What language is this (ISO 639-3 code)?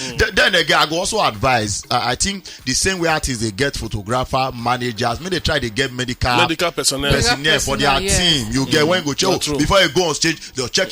pcm